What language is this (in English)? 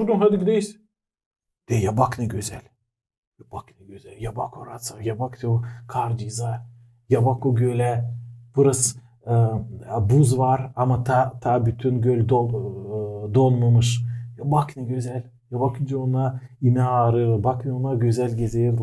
Gagauz